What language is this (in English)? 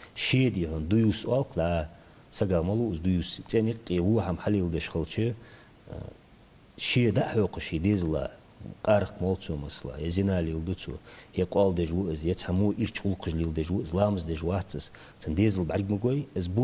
Ingush